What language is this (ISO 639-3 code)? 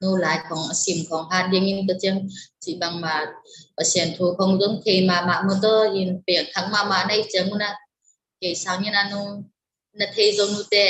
ctd